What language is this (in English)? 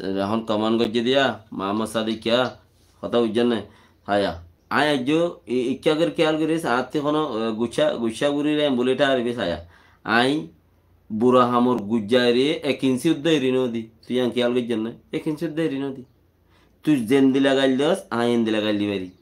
Rohingya